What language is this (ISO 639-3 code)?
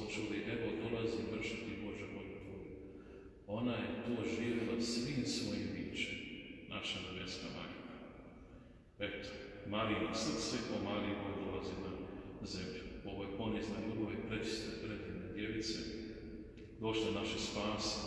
hrv